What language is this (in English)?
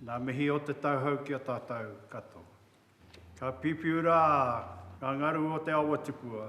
Māori